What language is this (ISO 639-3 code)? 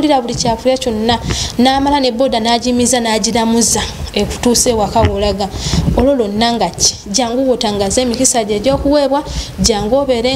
lug